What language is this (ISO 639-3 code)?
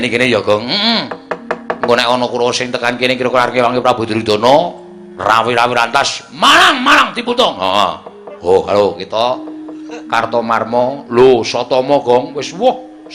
jav